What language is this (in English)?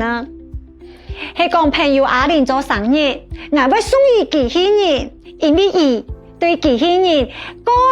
Hakka Chinese